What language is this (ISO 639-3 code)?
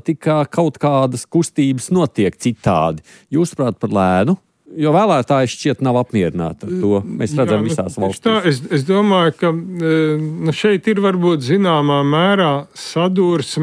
lav